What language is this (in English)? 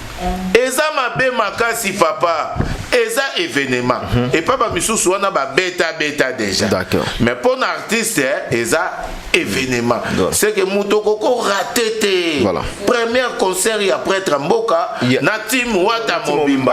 Lingala